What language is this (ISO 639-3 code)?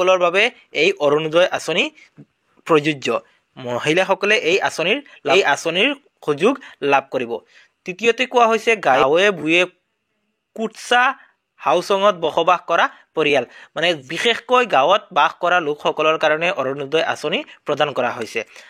asm